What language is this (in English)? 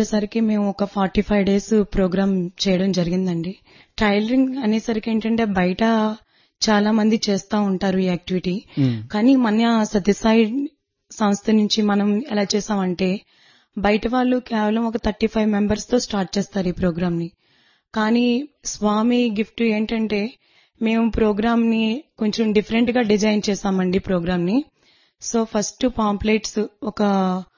Telugu